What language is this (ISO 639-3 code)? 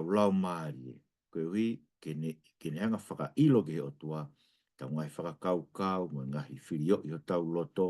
ton